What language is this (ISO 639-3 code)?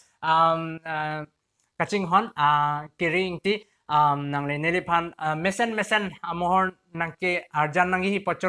mjw